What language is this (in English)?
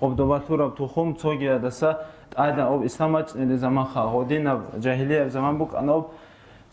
Avaric